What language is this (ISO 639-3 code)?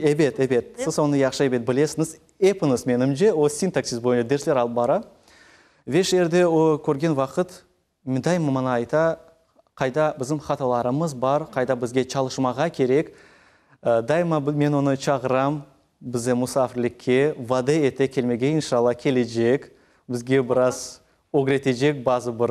crh